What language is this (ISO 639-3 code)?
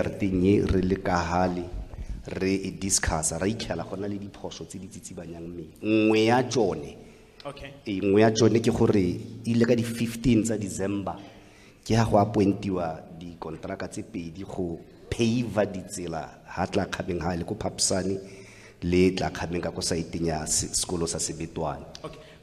tsn